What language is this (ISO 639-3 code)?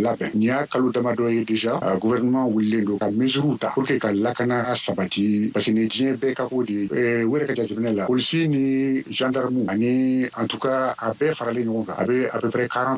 bam